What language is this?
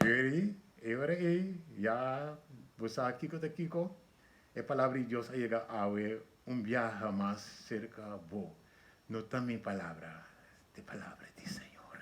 Papiamento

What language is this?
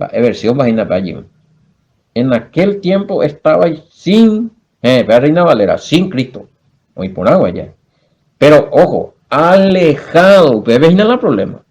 Guarani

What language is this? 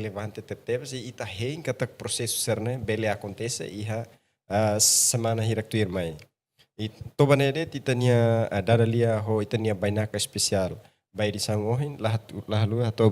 Tetum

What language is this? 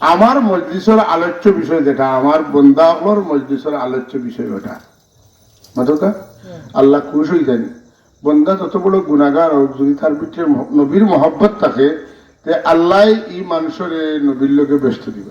Sylheti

